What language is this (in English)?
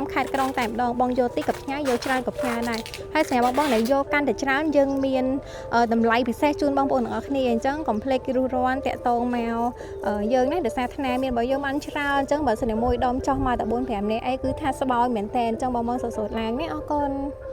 Khmer